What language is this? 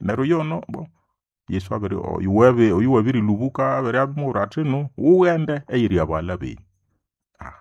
Nande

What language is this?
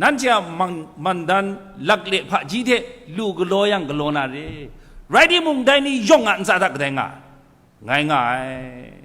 Kachin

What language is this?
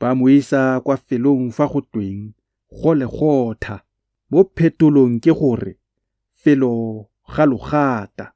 Tswana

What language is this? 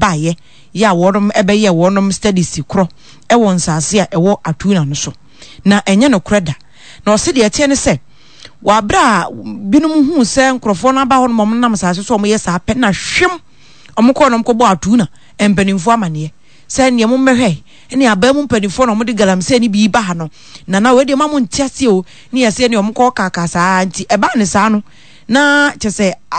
Akan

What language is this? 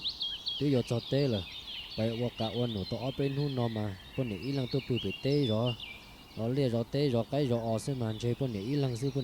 Hmong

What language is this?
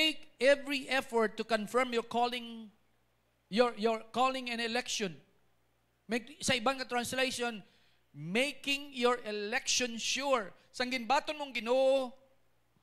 Hiligaynon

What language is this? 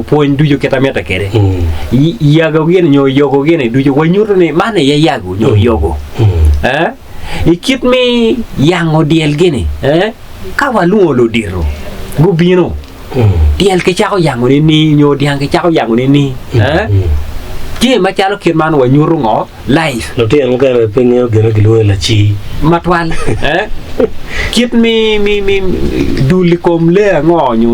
Acoli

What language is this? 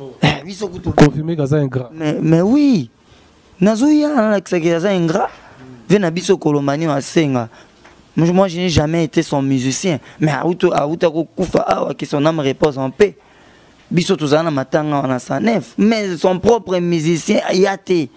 Lingala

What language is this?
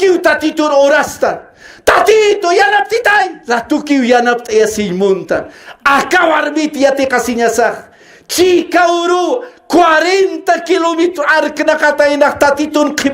Aymara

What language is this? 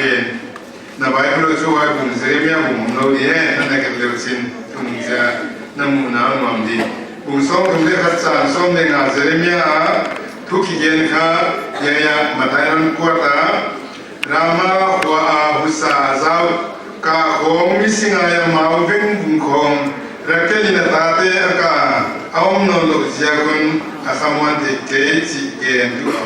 Paite Chin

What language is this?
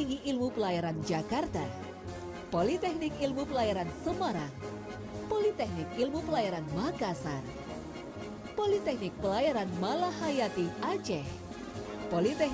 Indonesian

